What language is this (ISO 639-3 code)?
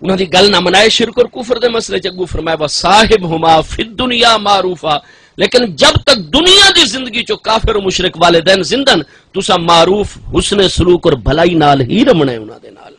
skr